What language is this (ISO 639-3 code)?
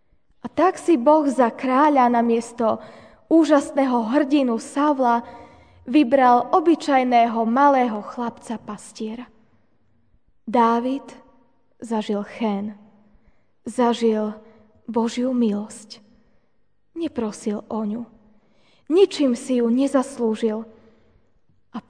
slk